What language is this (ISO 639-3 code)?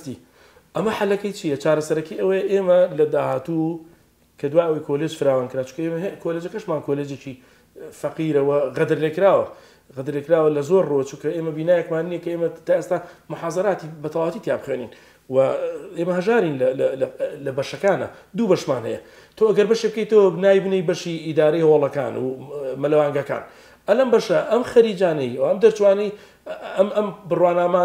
ckb